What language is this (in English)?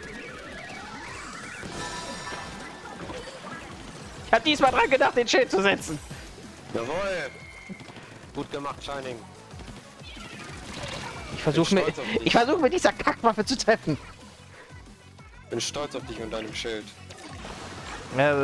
German